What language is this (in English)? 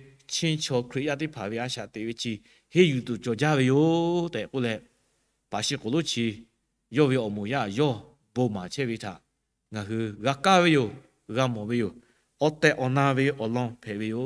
Lahu